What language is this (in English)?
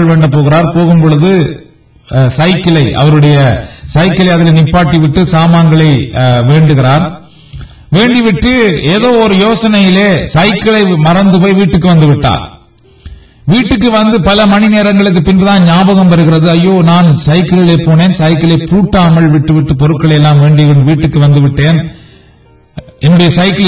Tamil